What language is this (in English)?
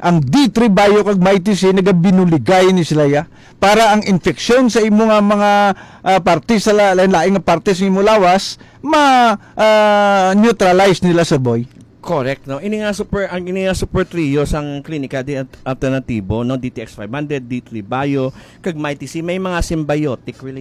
Hiligaynon